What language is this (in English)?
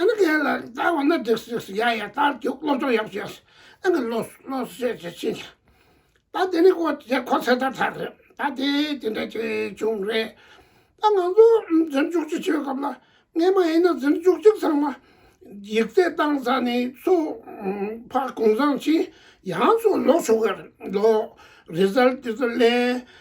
Tibetan